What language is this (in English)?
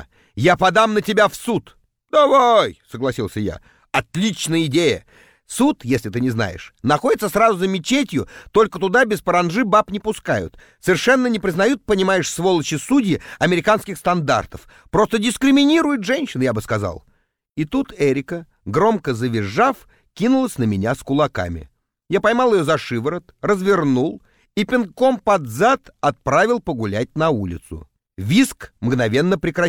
Russian